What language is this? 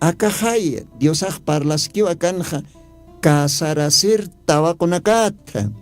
Aymara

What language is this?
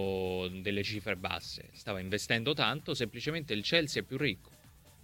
Italian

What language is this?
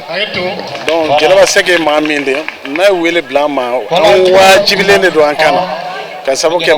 Bambara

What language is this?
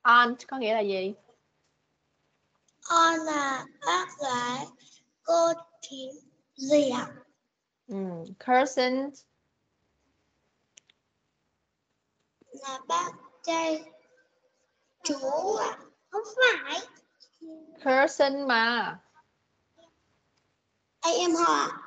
Vietnamese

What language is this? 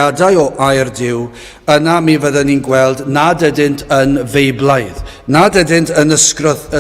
Welsh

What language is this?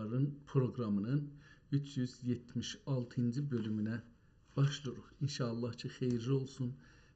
South Azerbaijani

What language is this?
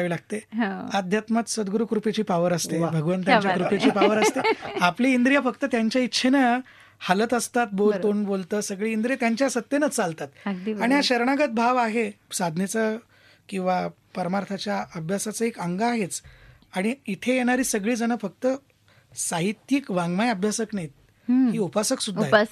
Marathi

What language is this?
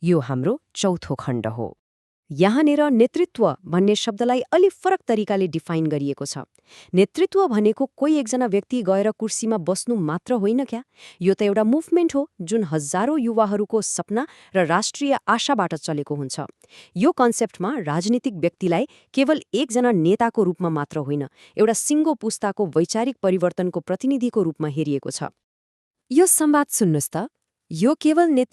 Nepali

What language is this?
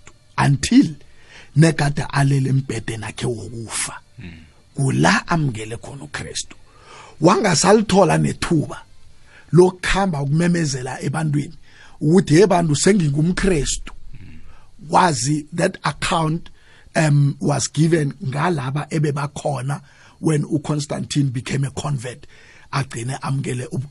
South Ndebele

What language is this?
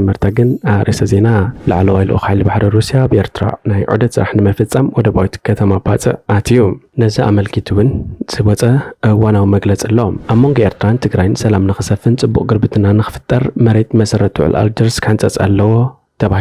Tigrinya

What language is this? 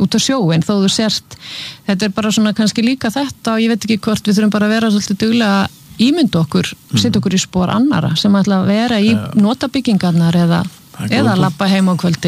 Icelandic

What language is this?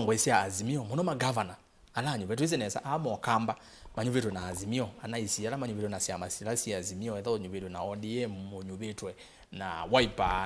Kamba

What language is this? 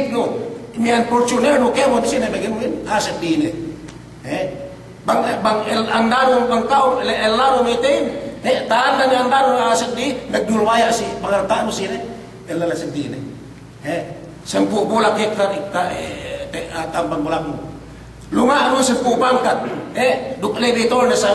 Yakan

